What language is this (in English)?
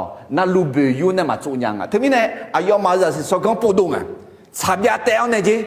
Akha